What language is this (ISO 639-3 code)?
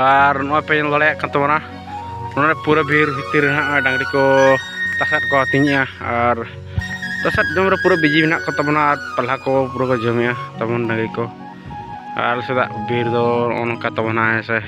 sat